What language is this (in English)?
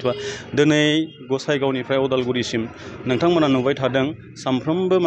Bodo